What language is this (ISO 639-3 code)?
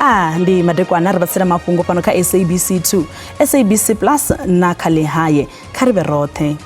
ven